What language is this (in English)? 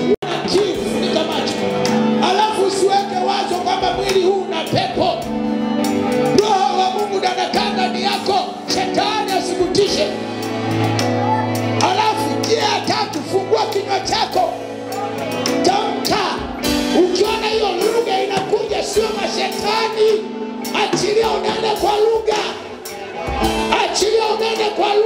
Swahili